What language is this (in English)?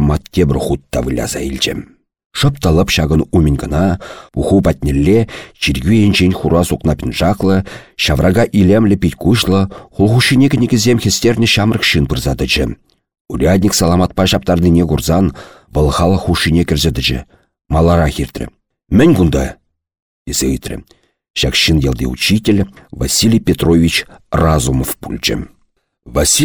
Chuvash